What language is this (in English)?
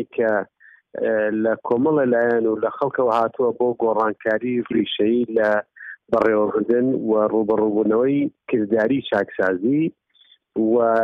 Central Kurdish